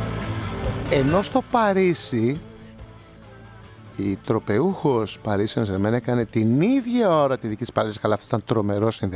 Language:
Greek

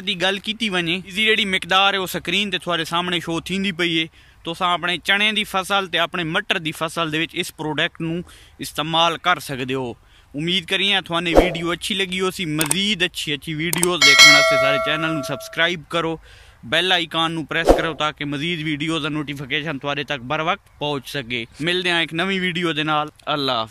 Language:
Saraiki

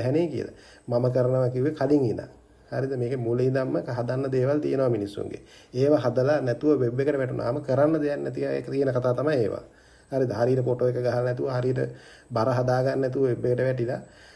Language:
Sinhala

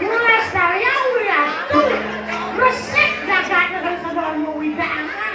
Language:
Balinese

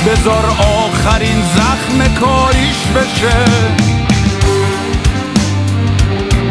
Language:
Persian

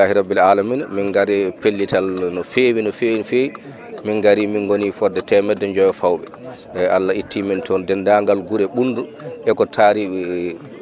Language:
Fula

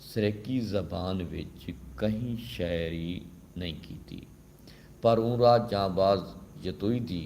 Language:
Saraiki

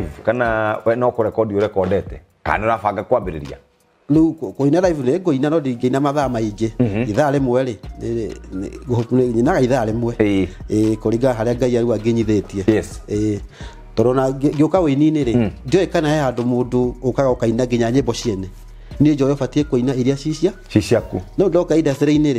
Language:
Kikuyu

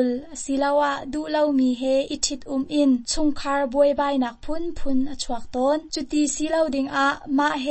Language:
Hakha Chin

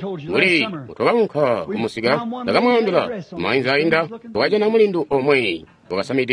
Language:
Tonga (Zambia)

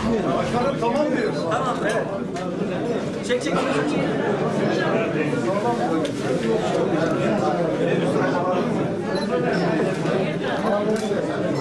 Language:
Turkish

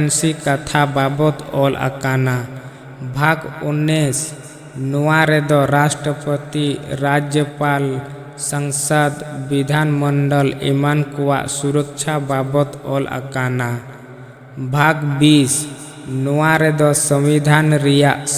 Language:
Santali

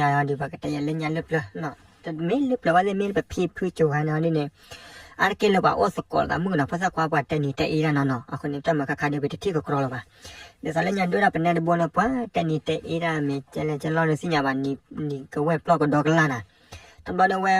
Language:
S'gaw Karen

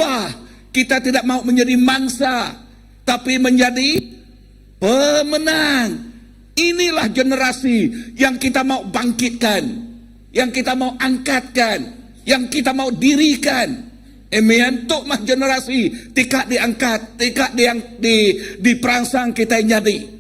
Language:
Iban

